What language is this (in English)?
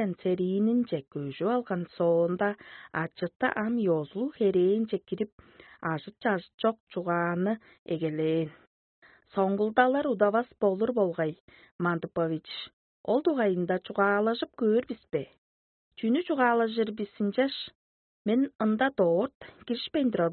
Tuvinian